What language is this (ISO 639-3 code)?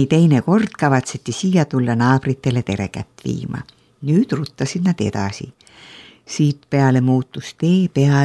est